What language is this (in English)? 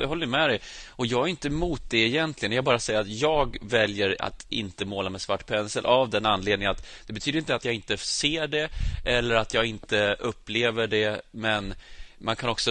Swedish